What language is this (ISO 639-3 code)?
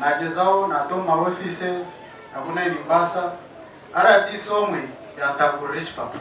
nyn